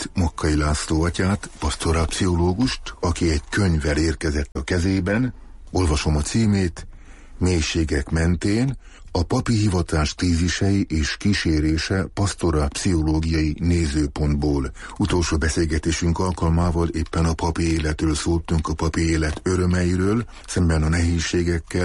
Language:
Hungarian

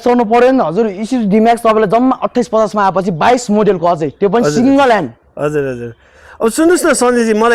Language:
Nepali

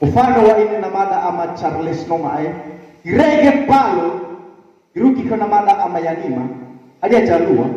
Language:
Nias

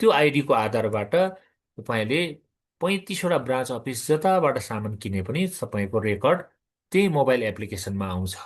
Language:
Nepali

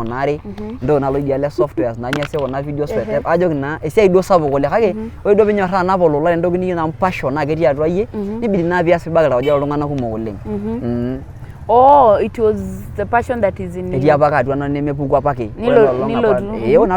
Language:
Masai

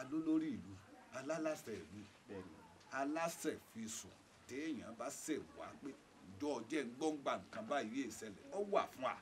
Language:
Yoruba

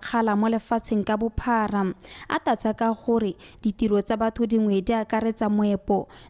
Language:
Tswana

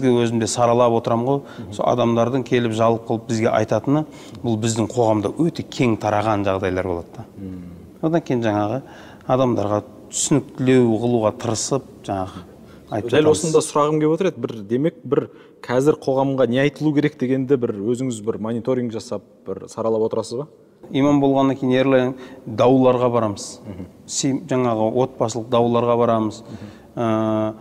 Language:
Kazakh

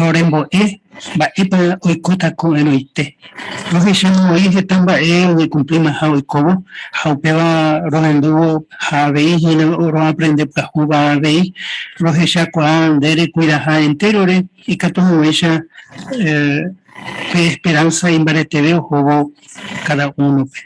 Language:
Guarani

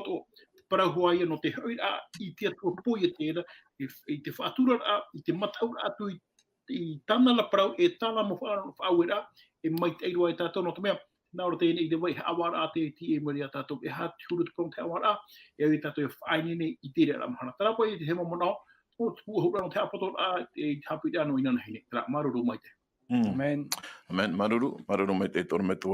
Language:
Tahitian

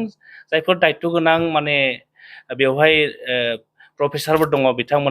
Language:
Bodo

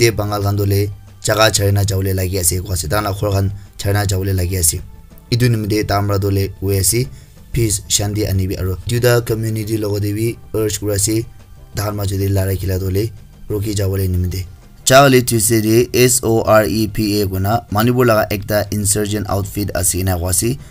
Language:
Naga Pidgin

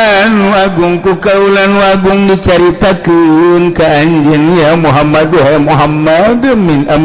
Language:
Sundanese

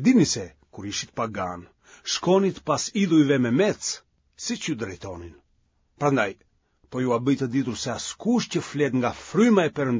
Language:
Albanian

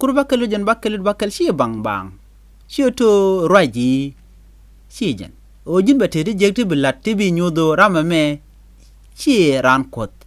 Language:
Nuer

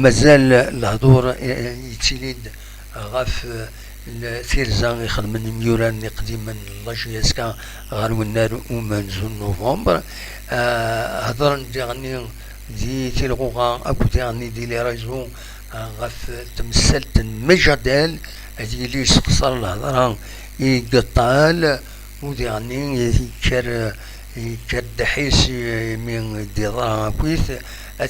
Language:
Kabyle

